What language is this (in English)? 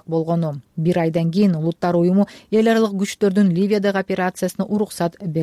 Kyrgyz